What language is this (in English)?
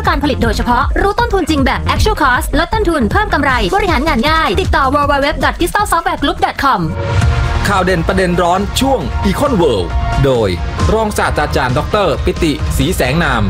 Thai